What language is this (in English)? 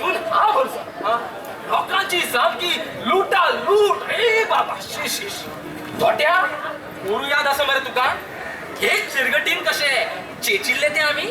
Konkani